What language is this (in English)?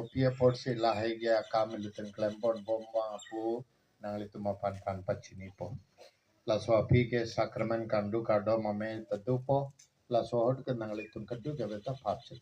Karbi